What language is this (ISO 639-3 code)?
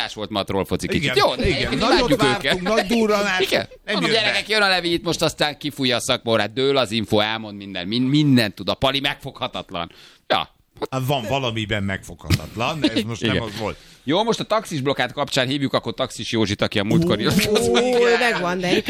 hun